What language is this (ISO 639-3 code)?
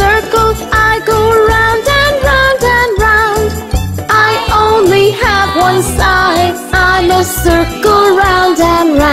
eng